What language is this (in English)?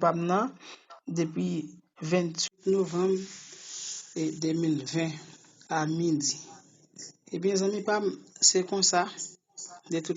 Haitian Creole